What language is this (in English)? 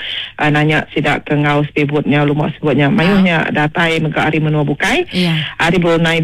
Iban